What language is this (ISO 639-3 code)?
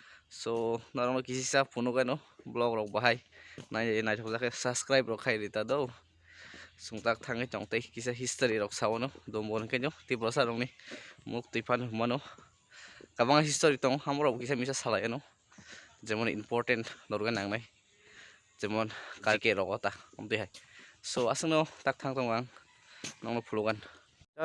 trp